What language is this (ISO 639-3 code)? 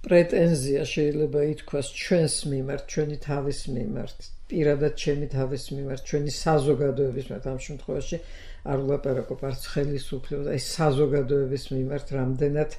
kat